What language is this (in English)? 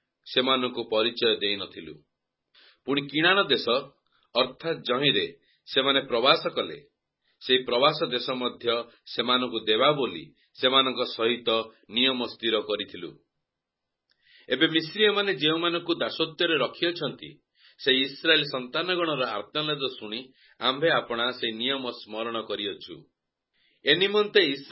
Odia